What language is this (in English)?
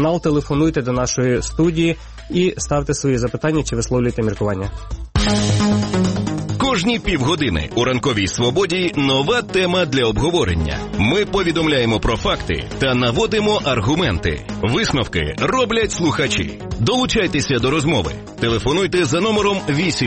Ukrainian